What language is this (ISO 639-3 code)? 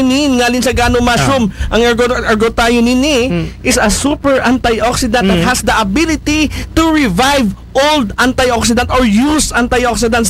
fil